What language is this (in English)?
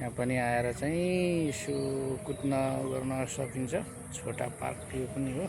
Nepali